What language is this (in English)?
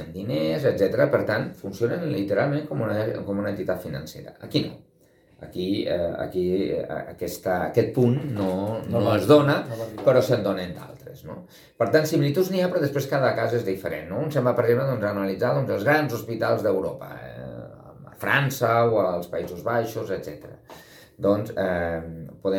Catalan